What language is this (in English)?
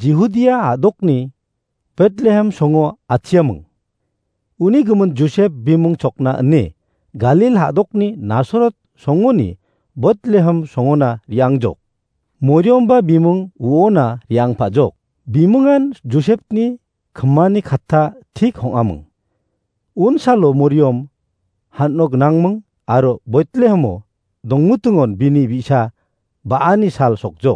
Garo